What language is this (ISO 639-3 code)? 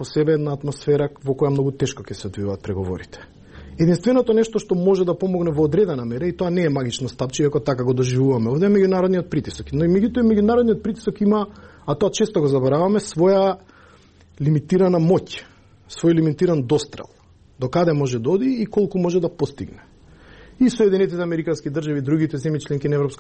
mkd